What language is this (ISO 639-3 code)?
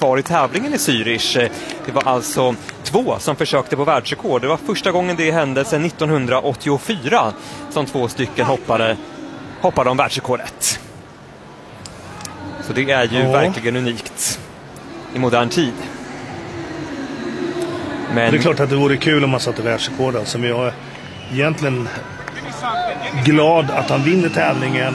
swe